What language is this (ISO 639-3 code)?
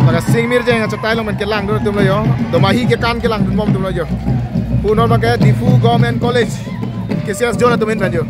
mjw